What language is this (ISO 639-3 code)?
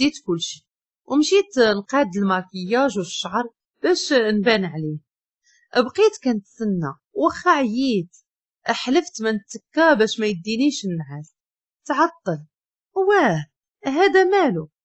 ary